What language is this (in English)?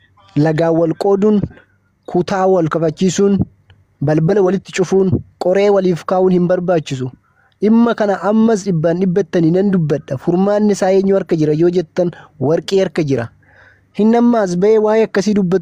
Oromo